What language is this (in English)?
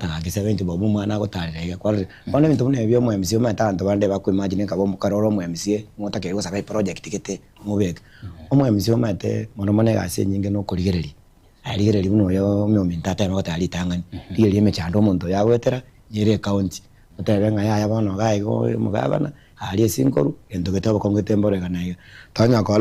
Gusii